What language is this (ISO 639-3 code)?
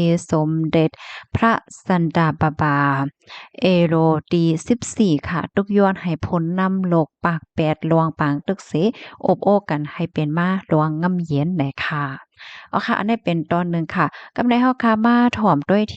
shn